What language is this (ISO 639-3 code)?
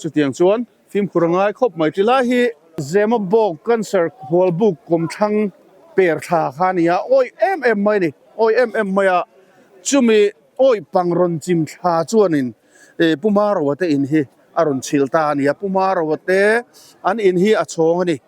lus